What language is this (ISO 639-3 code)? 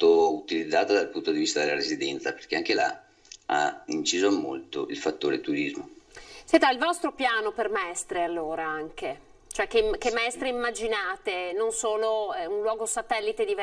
ita